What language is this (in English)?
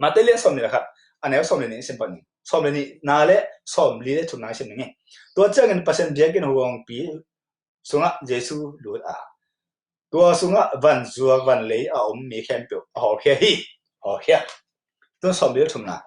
Tedim Chin